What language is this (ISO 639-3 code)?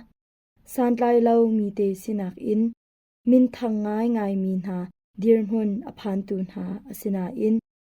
cnh